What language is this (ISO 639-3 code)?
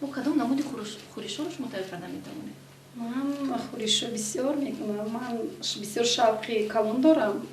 tgk